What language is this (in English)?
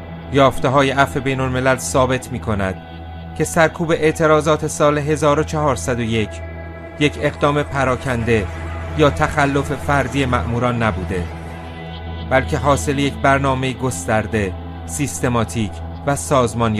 Persian